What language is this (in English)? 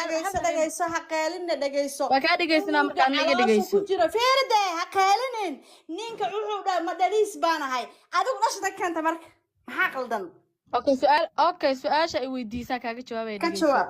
Somali